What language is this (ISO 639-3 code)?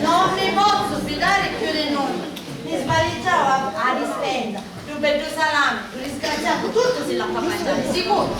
scn